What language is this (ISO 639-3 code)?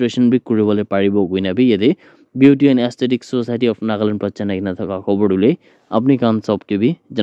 nag